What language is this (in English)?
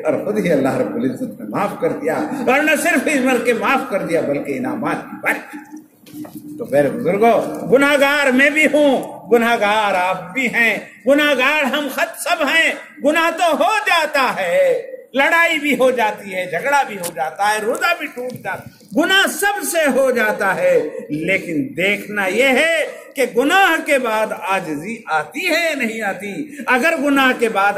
Urdu